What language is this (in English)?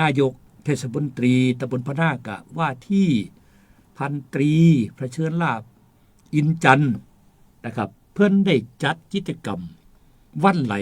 Northeastern Thai